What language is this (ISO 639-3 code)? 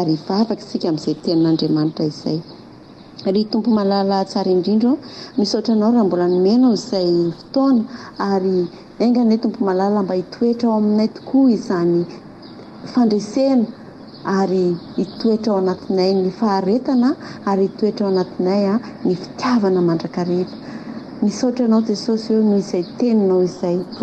mlg